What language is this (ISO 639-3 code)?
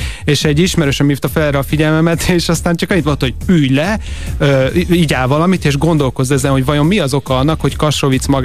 hun